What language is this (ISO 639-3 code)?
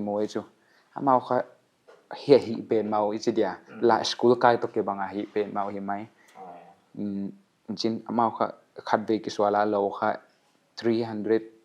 pck